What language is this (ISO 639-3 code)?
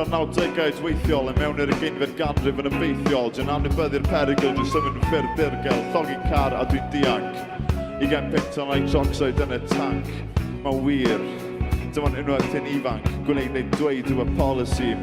cym